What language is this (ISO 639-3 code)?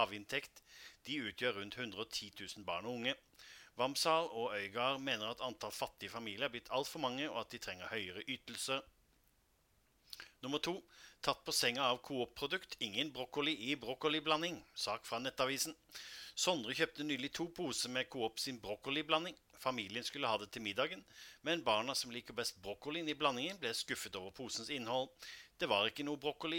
nor